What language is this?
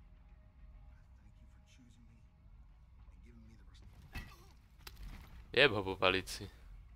Czech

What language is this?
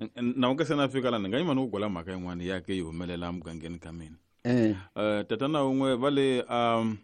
Tsonga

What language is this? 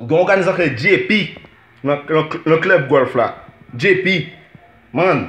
Haitian Creole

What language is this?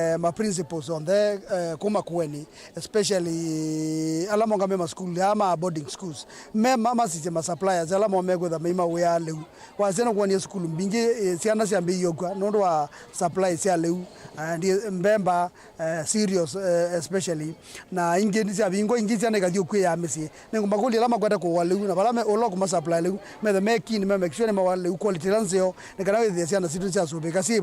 Kamba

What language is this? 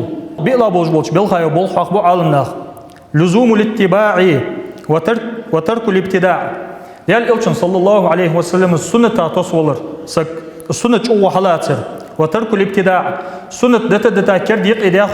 Ingush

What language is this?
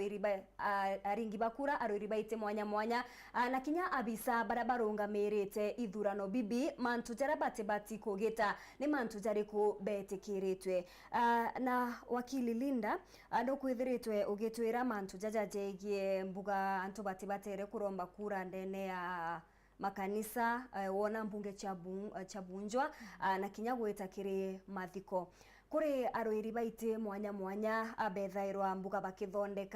Meru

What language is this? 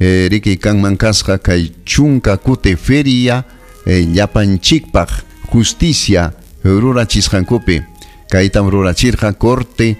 Ayacucho Quechua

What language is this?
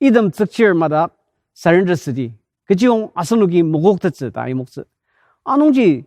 Ao Naga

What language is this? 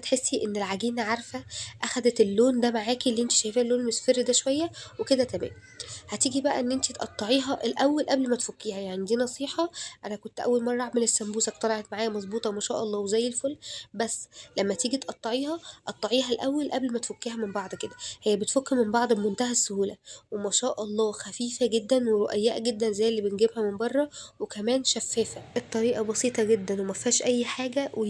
Egyptian Arabic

